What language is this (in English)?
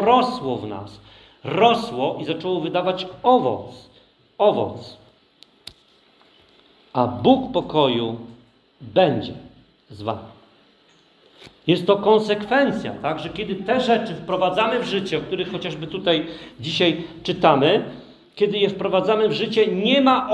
Polish